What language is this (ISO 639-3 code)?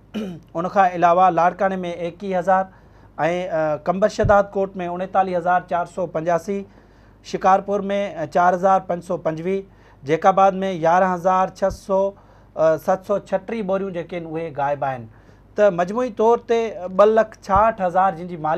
snd